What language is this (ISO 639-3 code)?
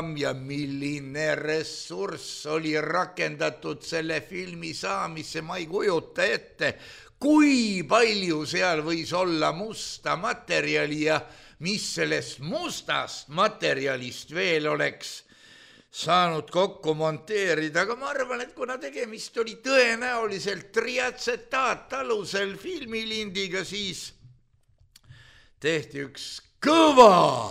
est